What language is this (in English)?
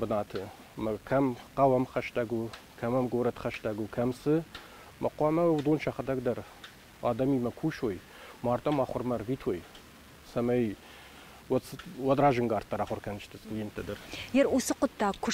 Ossetic